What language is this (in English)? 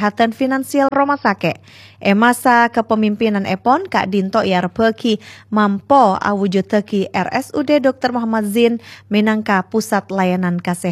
Madurese